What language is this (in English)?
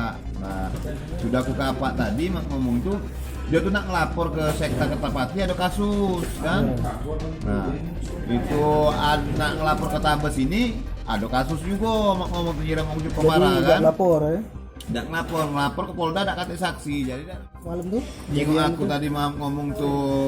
Musi